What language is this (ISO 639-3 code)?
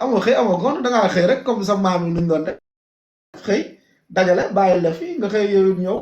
wol